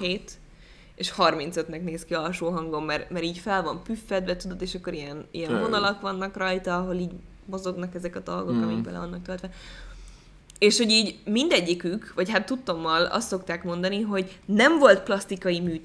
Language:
Hungarian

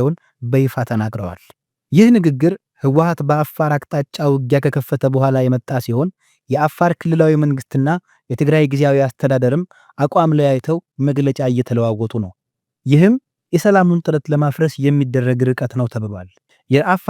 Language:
Amharic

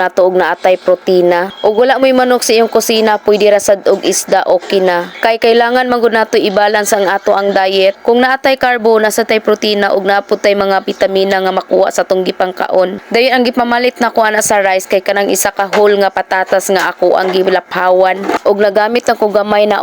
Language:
Cebuano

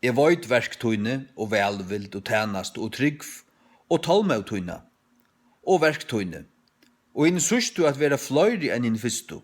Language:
Faroese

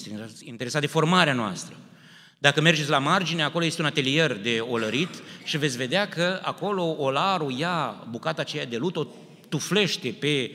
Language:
Romanian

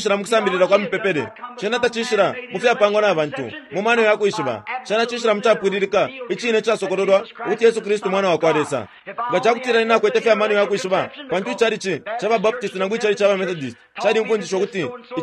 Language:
Bemba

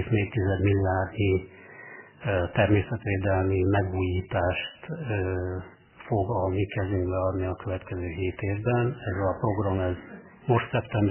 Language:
Hungarian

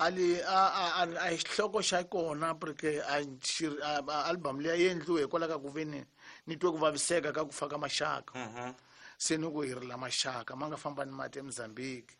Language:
Tsonga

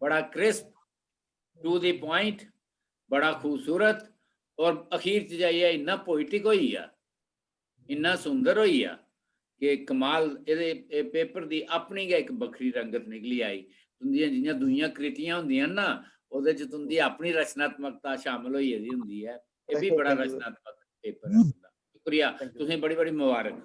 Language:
Dogri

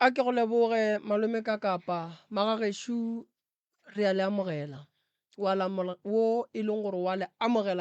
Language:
Northern Sotho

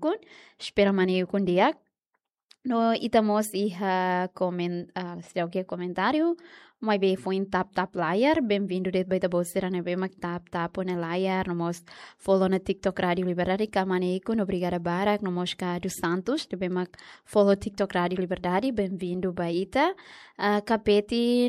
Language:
Tetum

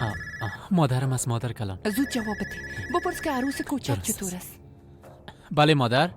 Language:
Persian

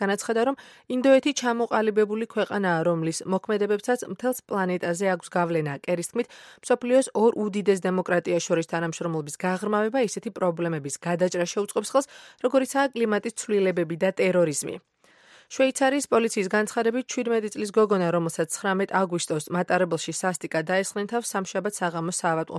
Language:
Georgian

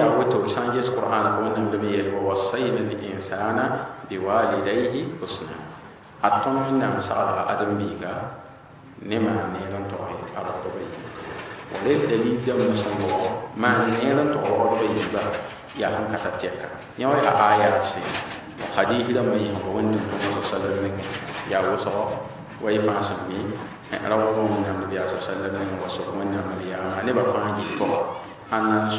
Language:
Mossi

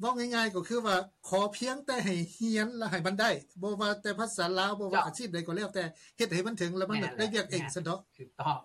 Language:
Lao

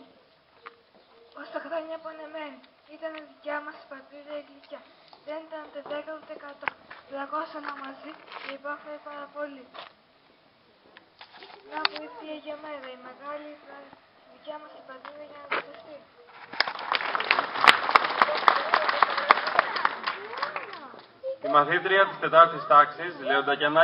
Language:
Greek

